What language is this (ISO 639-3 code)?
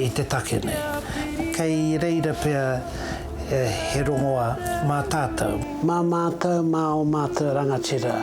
mri